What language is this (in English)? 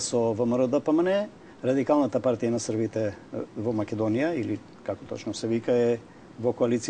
Macedonian